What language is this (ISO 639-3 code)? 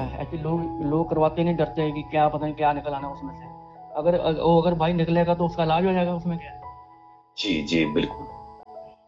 hin